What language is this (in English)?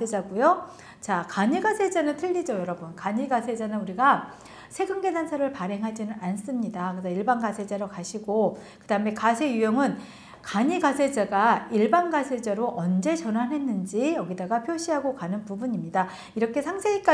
Korean